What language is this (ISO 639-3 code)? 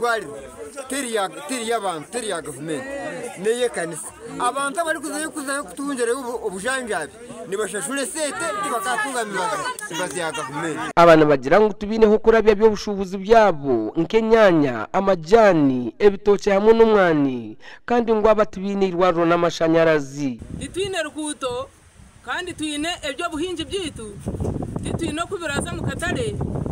nyn